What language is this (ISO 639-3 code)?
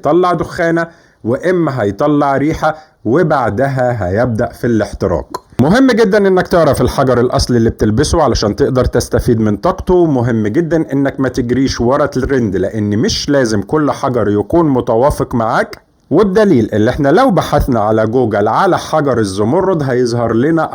arz